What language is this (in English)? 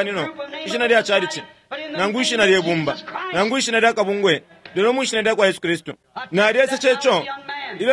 Bemba